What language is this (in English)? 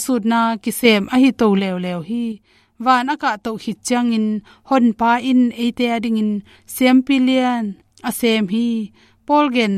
Tedim Chin